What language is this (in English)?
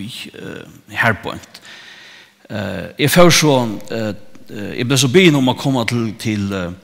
Faroese